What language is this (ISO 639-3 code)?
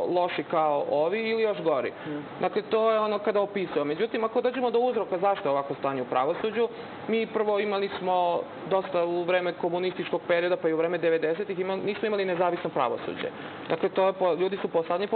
srp